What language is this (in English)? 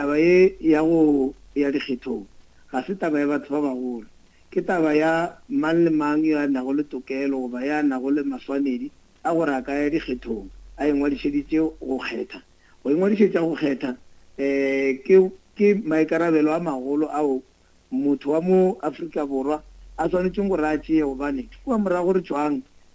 Northern Sotho